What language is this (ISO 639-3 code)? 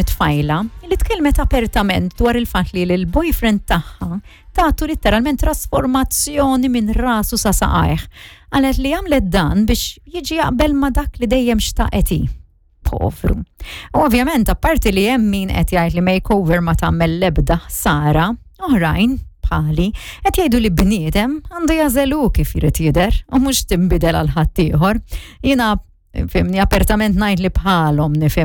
mlt